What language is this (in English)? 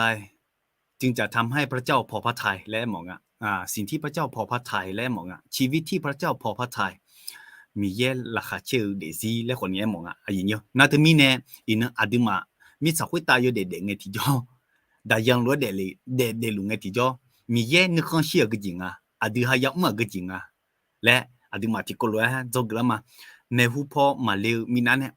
Akha